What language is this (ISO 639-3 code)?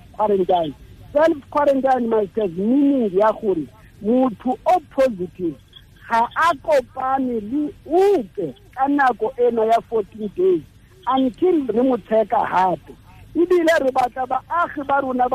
tsn